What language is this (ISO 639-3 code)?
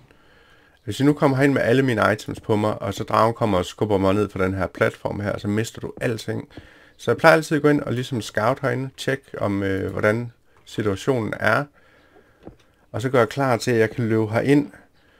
dan